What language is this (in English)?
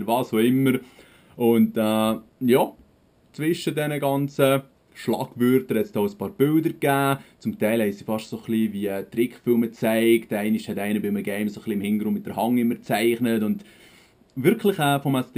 Swiss German